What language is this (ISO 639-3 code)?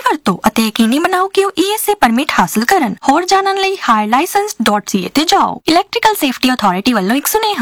pan